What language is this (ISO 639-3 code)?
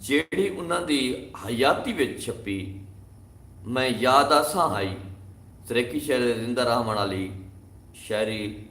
skr